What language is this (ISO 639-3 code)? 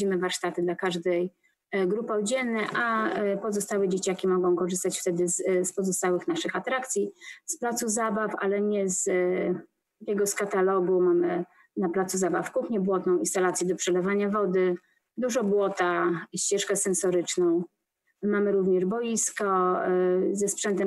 pol